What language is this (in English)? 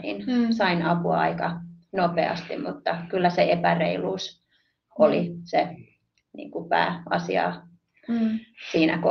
Finnish